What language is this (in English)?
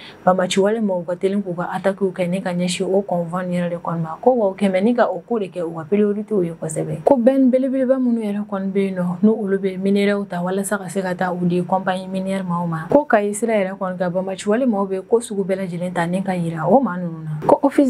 Bambara